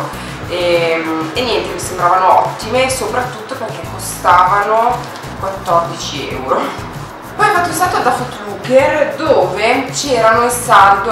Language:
Italian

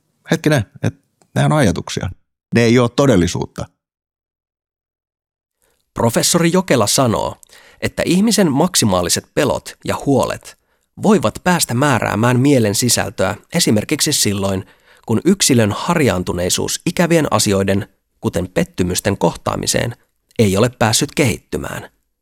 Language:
Finnish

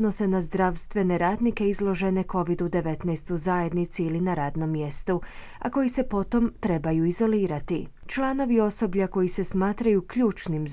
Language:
Croatian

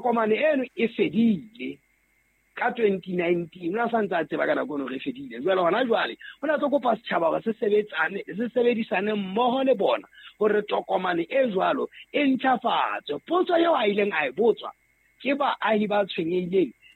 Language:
Southern Sotho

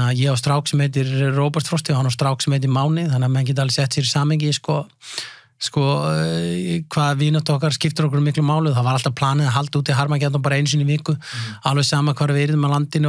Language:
Icelandic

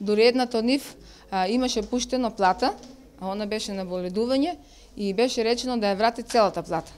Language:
Macedonian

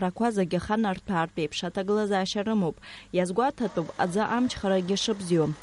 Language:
Abkhazian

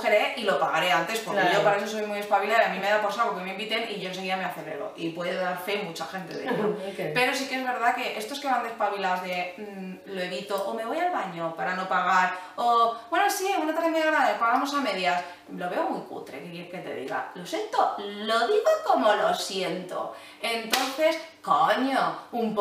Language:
Spanish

